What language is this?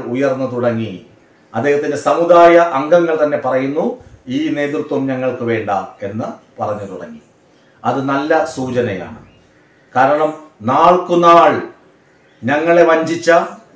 Malayalam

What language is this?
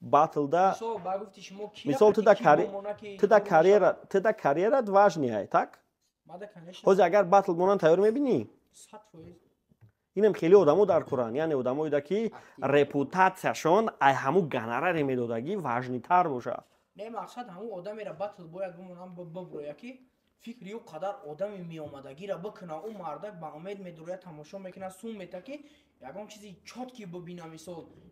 Tajik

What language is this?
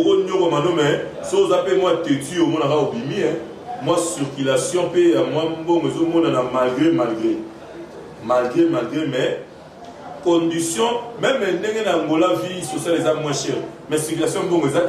Lingala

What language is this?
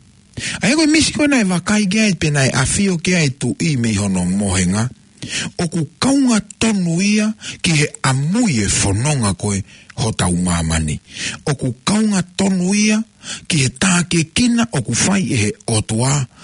Tongan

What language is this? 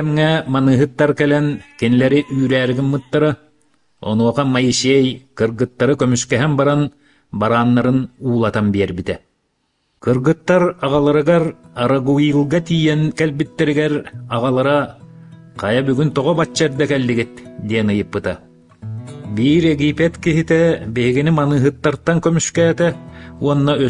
Yakut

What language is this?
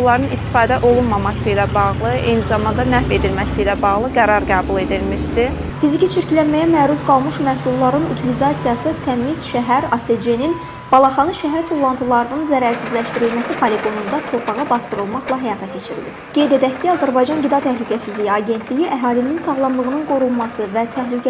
Azerbaijani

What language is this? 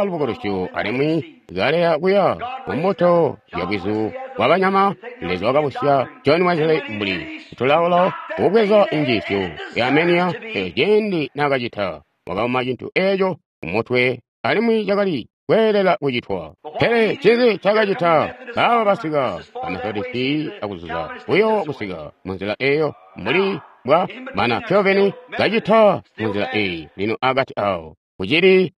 Tonga (Zambia)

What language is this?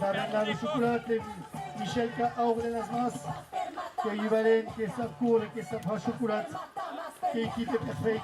Occitan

